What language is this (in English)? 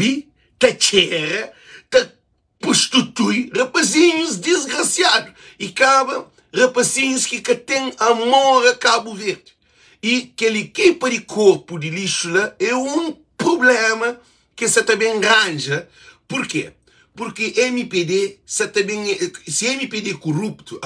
Kabuverdianu